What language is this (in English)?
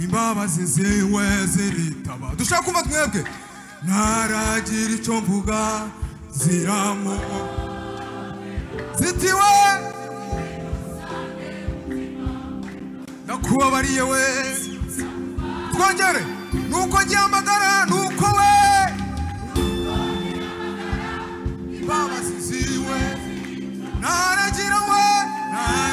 Kinyarwanda